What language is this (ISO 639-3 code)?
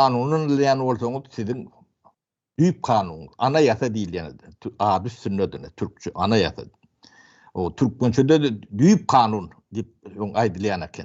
tuk